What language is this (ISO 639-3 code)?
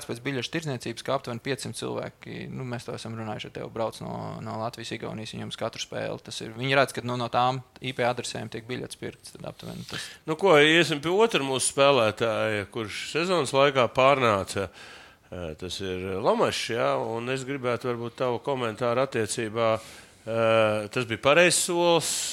lav